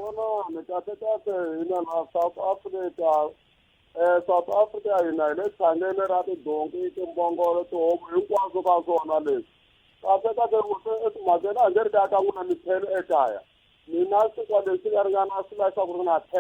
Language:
Tsonga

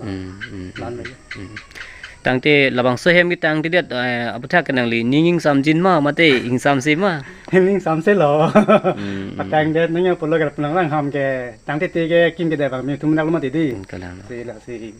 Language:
Karbi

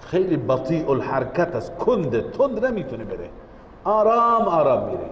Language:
Persian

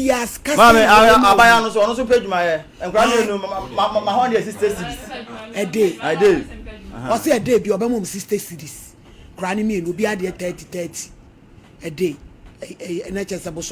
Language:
Akan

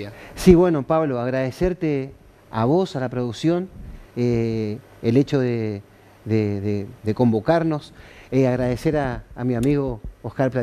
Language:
Spanish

